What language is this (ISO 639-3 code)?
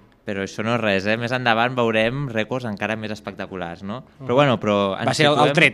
cat